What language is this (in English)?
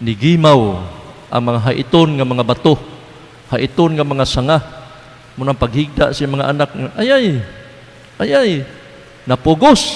Cebuano